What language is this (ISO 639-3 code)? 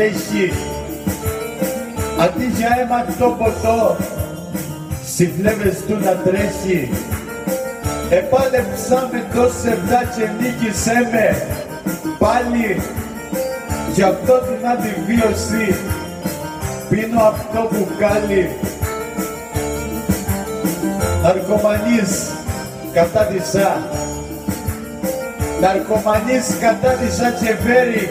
ell